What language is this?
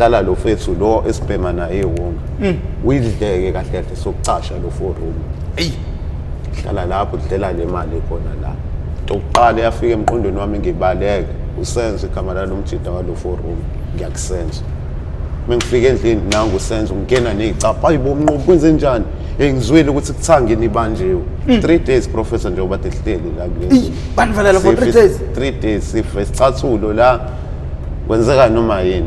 Zulu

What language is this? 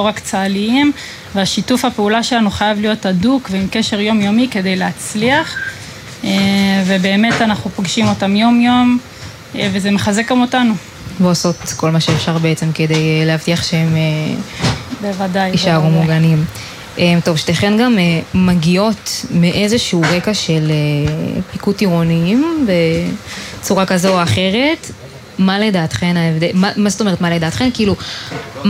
Hebrew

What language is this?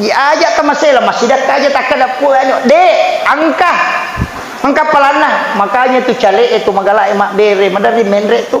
Buginese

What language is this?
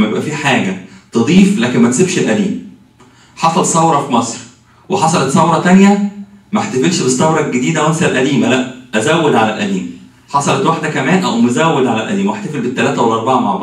Egyptian Arabic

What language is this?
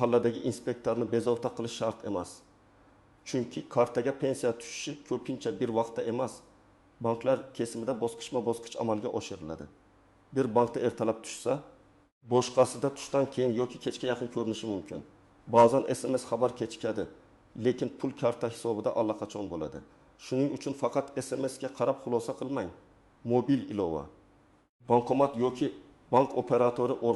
Uzbek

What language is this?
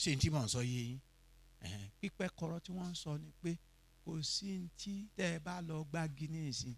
Yoruba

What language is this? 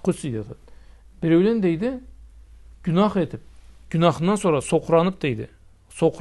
Karachay-Balkar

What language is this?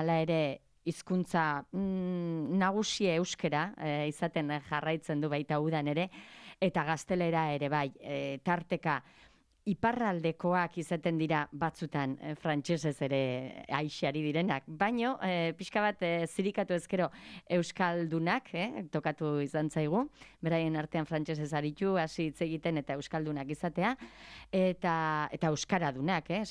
Basque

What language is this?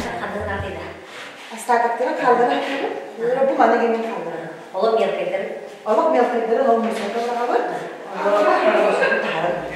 Yakut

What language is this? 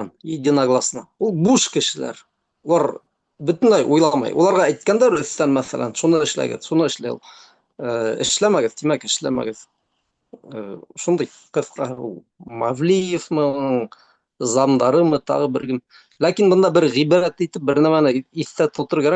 Bashkir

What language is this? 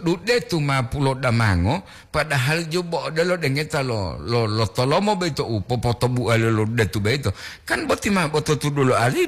Gorontalo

